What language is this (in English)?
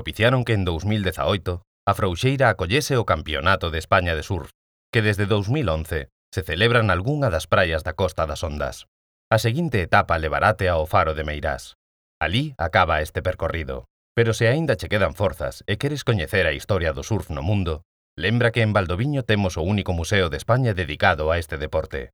Galician